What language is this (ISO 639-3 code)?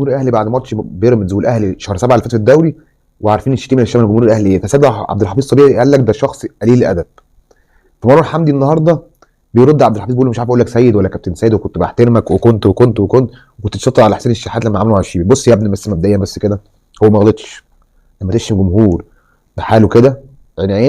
arz